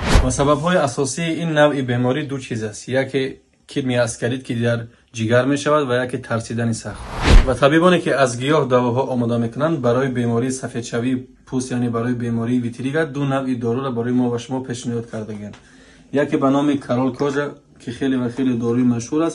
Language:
Tajik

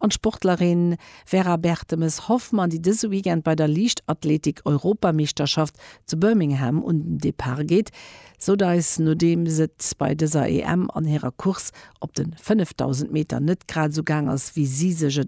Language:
Luxembourgish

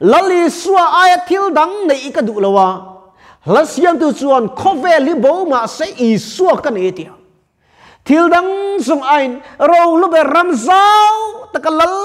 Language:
Mizo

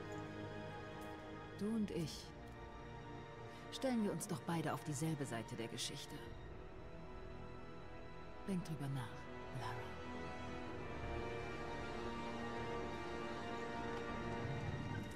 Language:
German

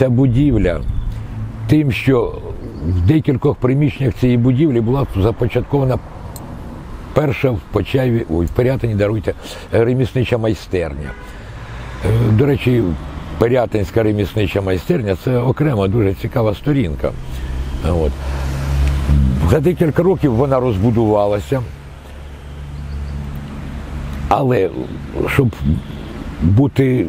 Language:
Ukrainian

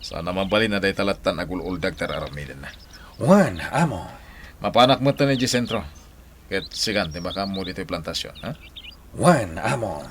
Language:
Iloko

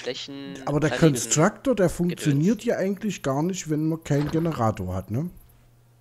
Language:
German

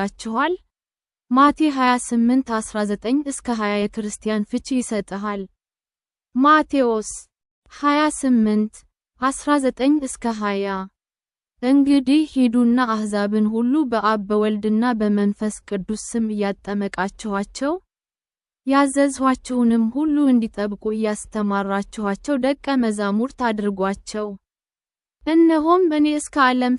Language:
Amharic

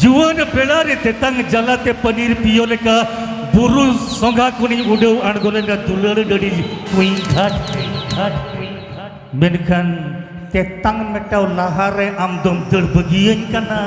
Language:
Santali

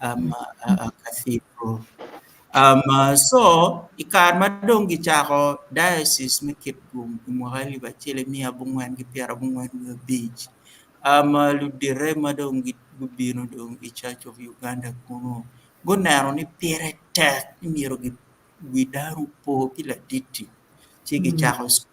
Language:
Acoli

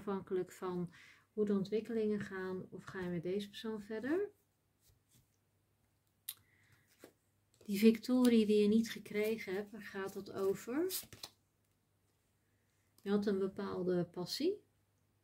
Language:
Dutch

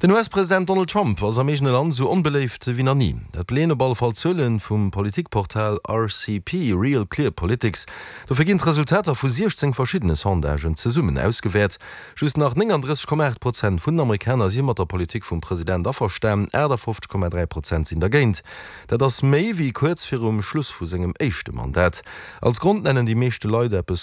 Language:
Luxembourgish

